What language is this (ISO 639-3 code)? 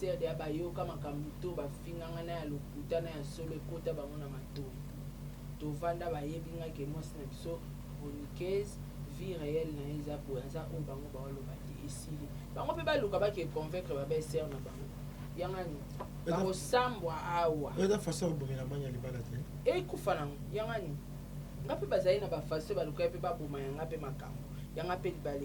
lin